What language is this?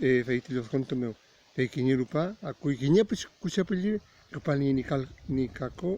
Mapuche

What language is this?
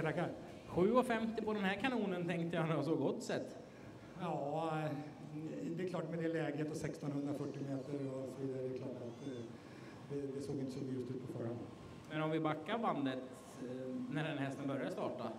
Swedish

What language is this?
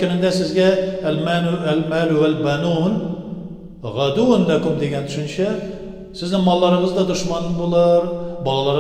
Tatar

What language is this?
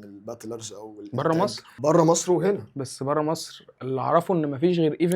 Egyptian Arabic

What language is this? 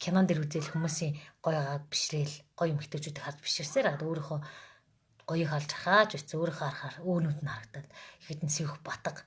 Mongolian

